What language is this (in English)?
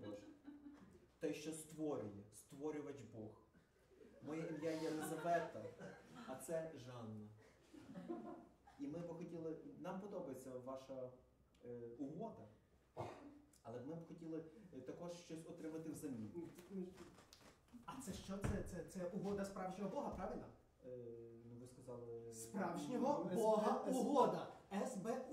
Ukrainian